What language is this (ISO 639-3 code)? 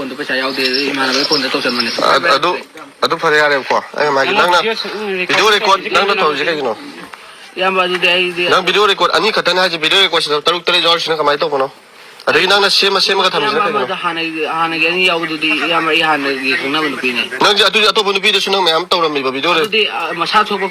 mni